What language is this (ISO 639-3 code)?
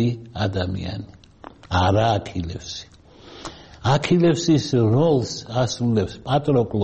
kat